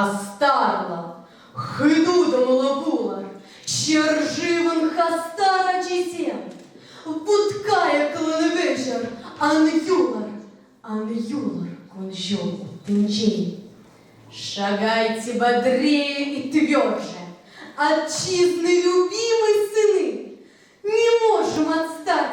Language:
Chuvash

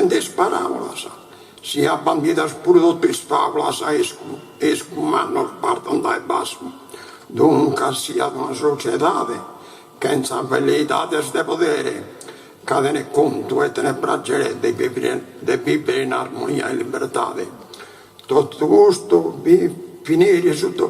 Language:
Sardinian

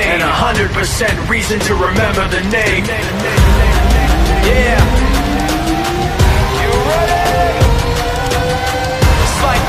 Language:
English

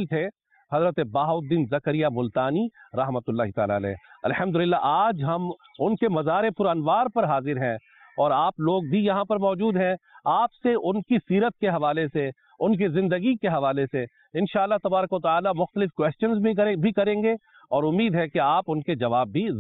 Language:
Urdu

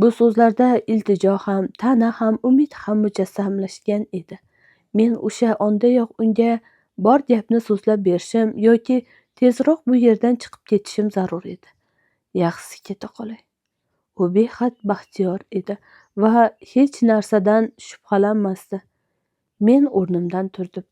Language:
Uzbek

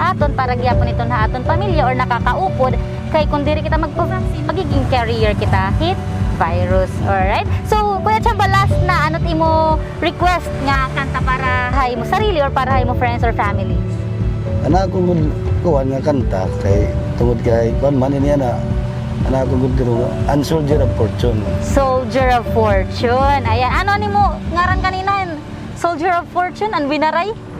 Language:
Waray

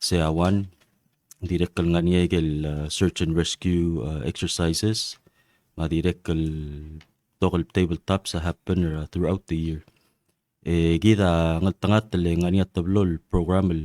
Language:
Palauan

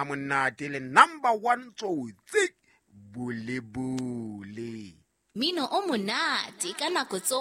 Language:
Southern Sotho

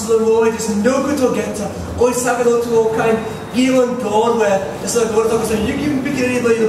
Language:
Tok Pisin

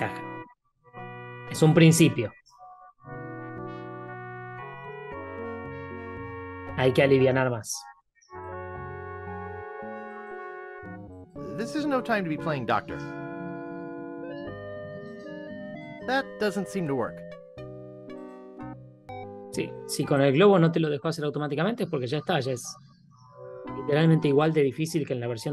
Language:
Spanish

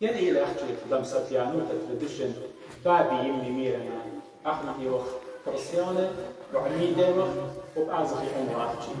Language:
Assyrian Neo-Aramaic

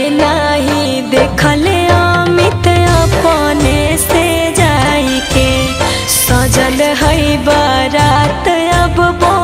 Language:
Magahi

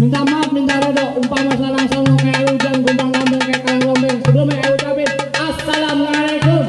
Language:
Betawi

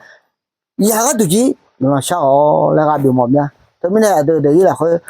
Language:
Akha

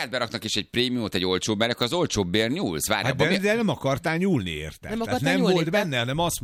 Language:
Hungarian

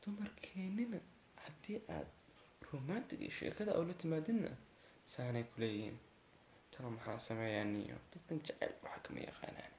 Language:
Somali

